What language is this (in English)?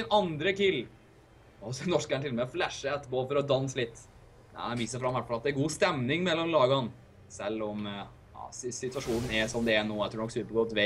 Norwegian